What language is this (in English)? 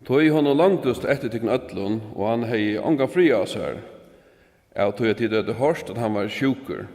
Faroese